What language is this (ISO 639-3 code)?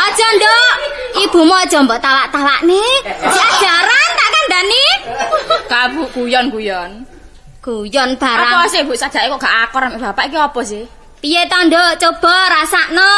jav